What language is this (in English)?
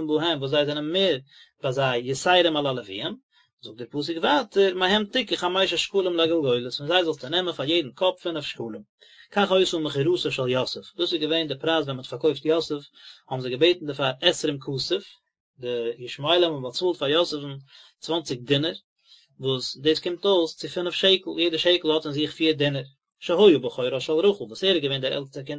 Yiddish